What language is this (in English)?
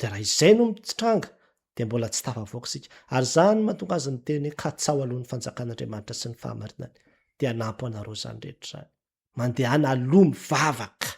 Malagasy